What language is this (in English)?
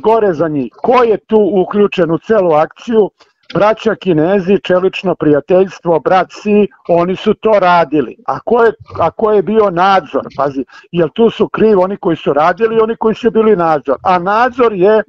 Serbian